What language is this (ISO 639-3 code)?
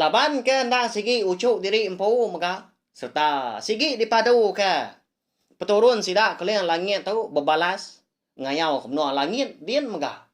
iba